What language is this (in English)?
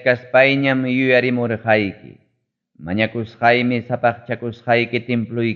Ayacucho Quechua